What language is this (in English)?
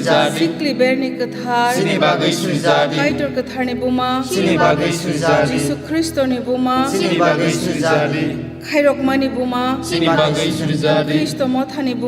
Kok Borok